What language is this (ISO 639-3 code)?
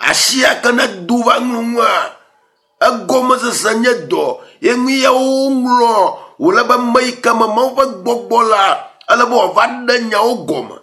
ewe